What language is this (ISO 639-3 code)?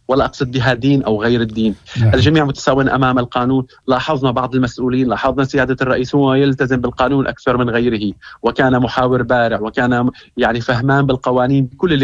ary